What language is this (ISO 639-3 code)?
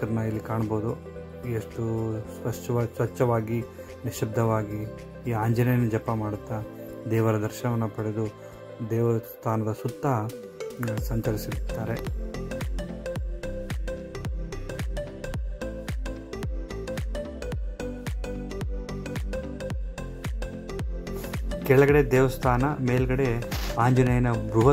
kan